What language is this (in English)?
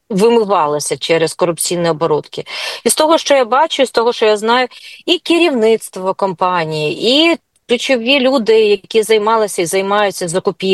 Ukrainian